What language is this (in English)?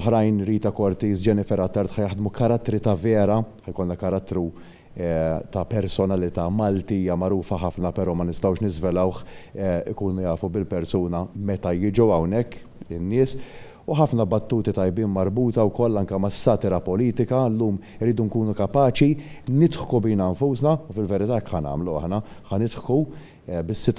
Maltese